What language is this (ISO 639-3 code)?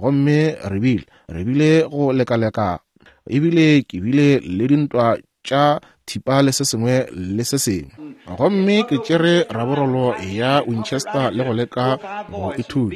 nso